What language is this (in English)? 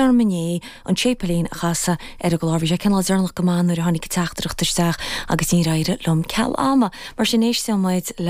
Irish